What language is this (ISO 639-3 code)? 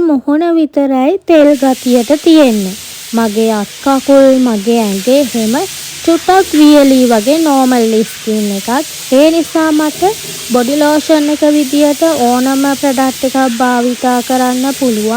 sin